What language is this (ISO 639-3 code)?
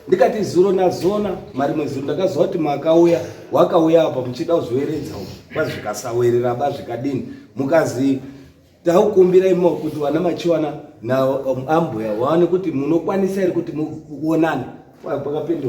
sna